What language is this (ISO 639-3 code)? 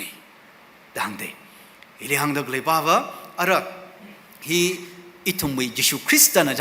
nmf